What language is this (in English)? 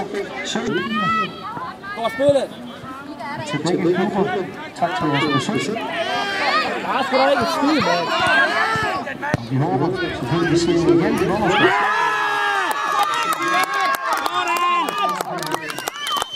Danish